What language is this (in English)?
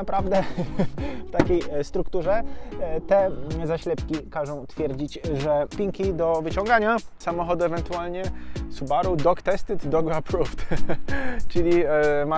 Polish